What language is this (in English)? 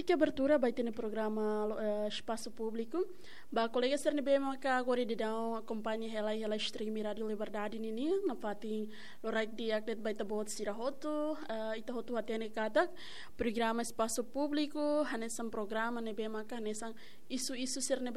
Tetum